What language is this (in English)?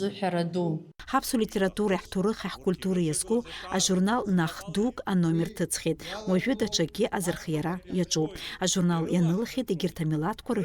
Abkhazian